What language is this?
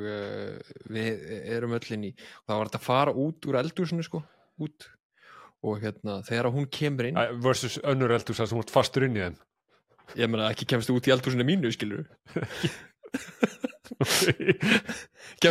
Icelandic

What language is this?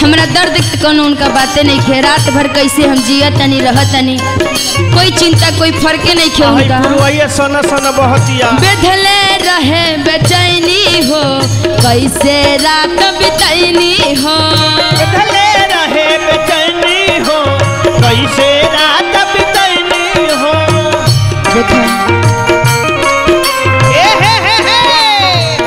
Bhojpuri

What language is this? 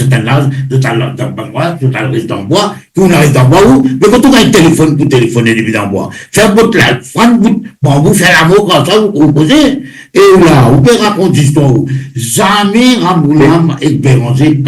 Morisyen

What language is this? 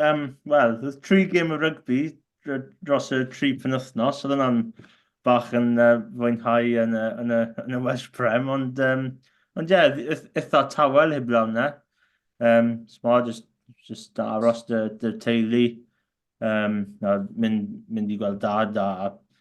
Welsh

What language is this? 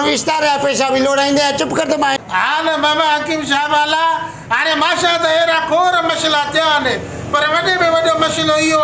Sindhi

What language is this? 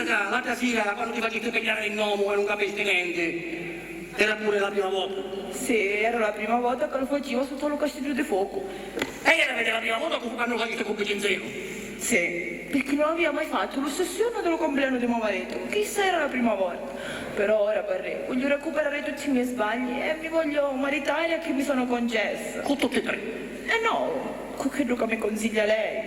Sicilian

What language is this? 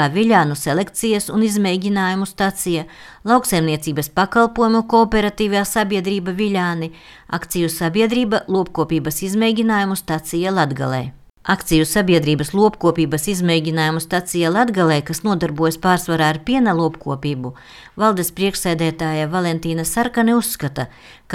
Latvian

